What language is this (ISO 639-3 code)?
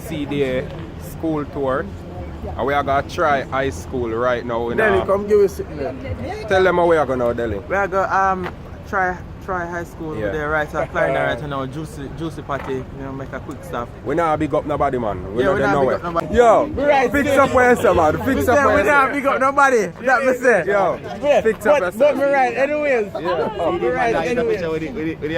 jam